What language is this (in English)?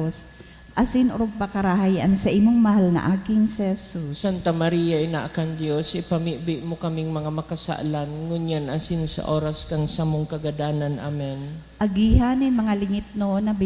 Bikol